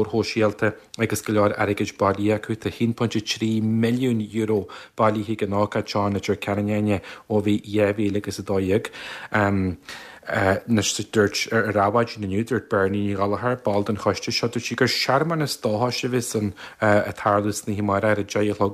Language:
Irish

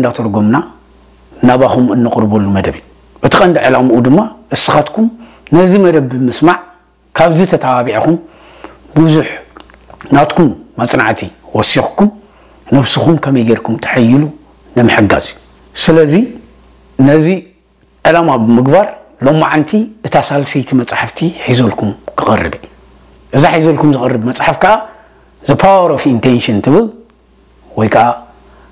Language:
Tigrinya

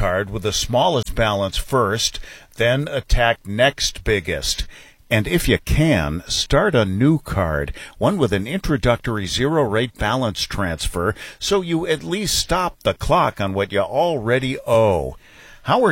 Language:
English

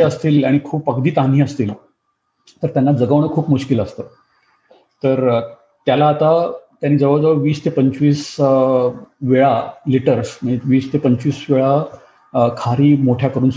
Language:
Marathi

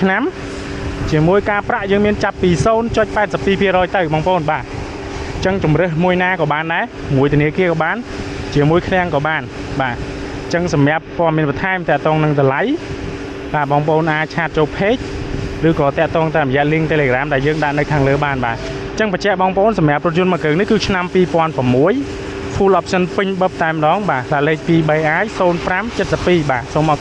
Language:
Khmer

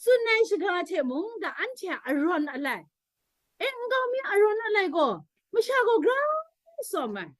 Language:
Kachin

